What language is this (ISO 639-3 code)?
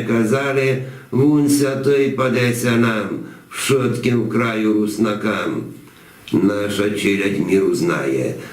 rue